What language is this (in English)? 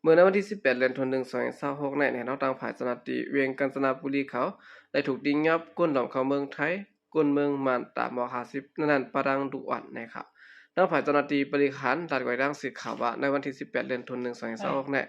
Shan